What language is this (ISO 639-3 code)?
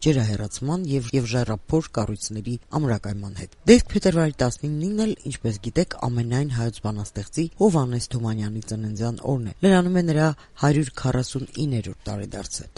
hye